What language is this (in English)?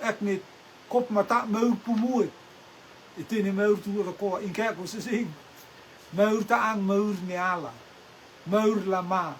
Rotuman